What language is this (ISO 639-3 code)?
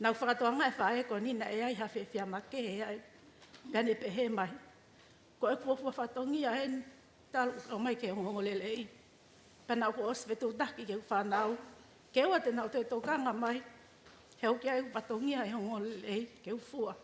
ton